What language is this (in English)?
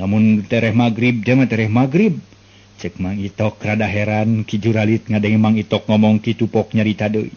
Sundanese